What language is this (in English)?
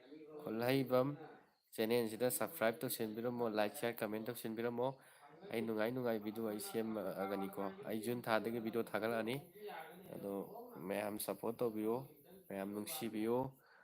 Manipuri